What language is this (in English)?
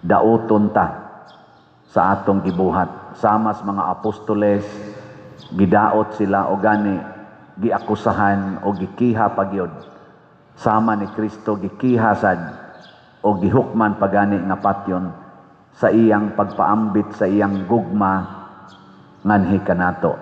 Cebuano